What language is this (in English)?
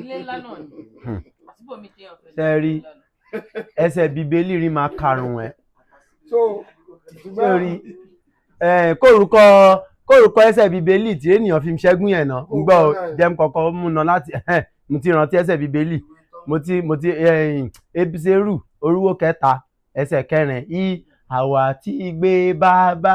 Yoruba